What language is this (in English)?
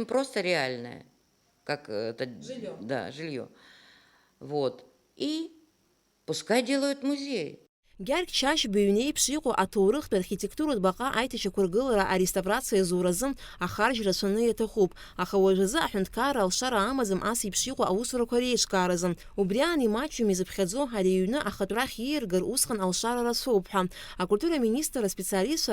Abkhazian